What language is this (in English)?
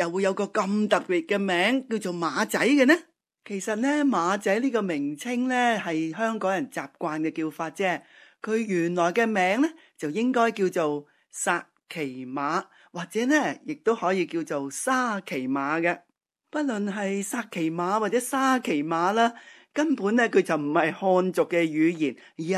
Cantonese